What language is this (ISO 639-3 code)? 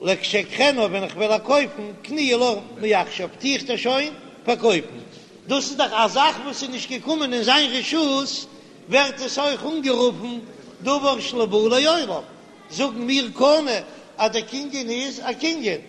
yid